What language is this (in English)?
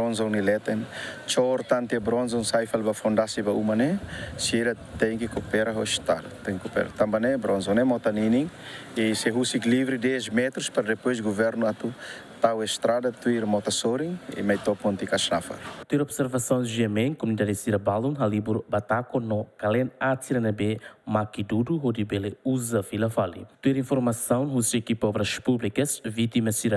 Tetum